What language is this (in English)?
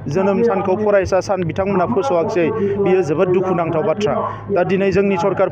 Bodo